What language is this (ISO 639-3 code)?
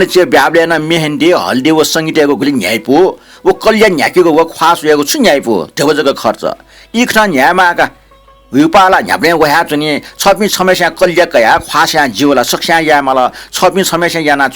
new